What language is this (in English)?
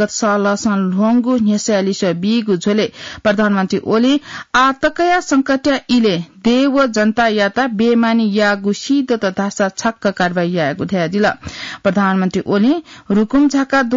Newari